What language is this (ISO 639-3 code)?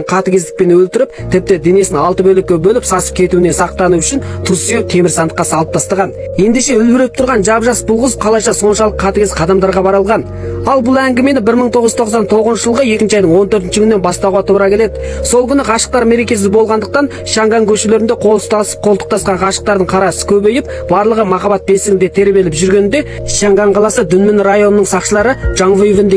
kaz